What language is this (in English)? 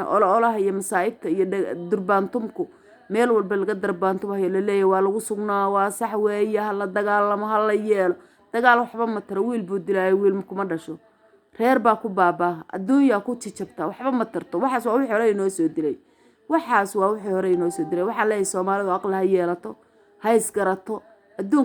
Somali